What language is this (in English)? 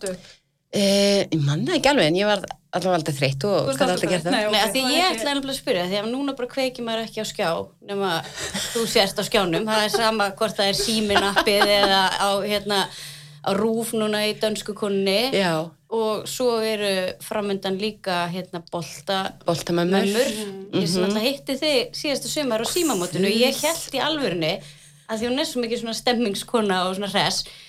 Icelandic